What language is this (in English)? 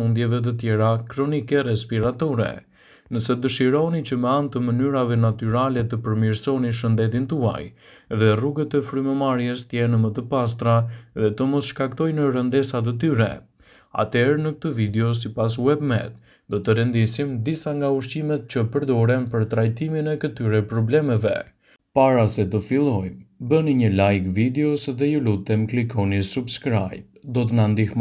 Albanian